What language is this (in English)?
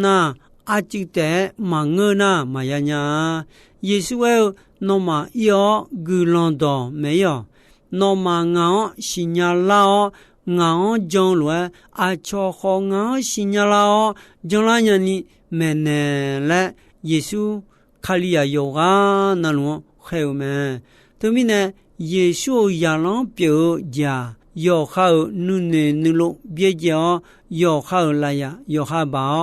Akha